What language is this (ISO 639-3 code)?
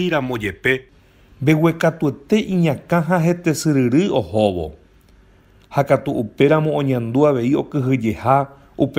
grn